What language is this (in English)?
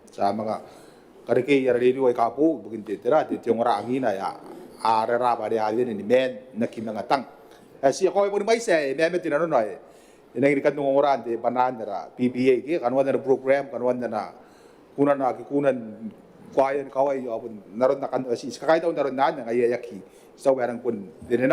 Gilbertese